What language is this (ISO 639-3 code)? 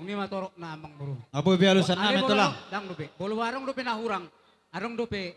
bbc